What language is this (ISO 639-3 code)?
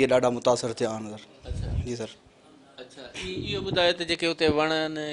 snd